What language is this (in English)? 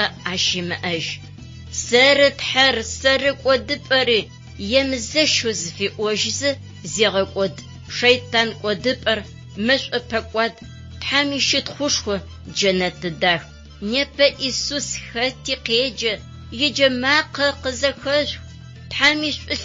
Adyghe